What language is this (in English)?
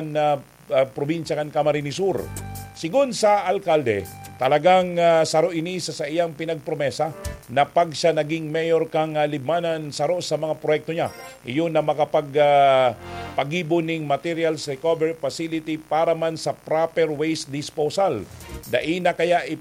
Bikol